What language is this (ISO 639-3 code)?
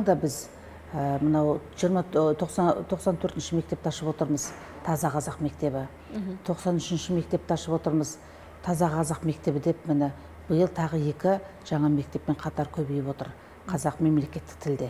kaz